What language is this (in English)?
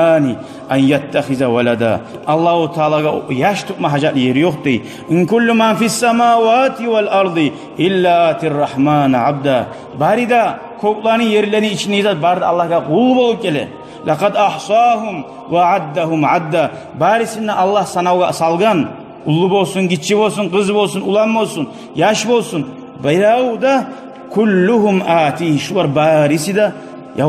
Kumyk